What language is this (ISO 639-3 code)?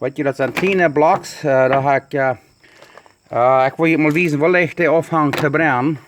pdt